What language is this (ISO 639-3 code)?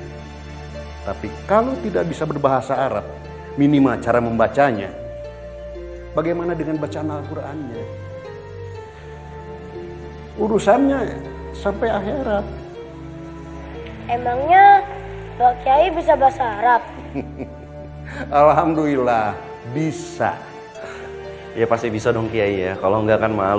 ind